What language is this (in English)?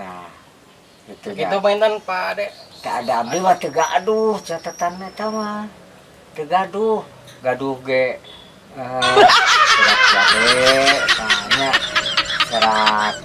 Sundanese